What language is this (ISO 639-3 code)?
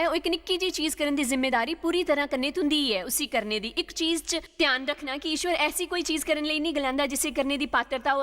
doi